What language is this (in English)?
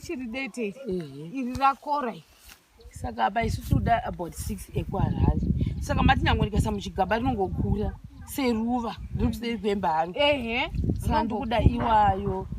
Shona